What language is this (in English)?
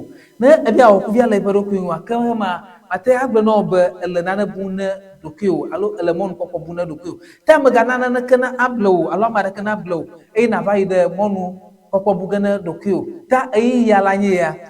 Ewe